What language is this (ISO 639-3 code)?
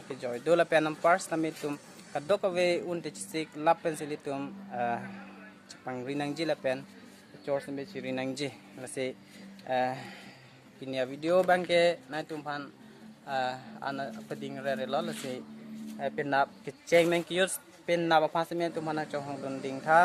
mjw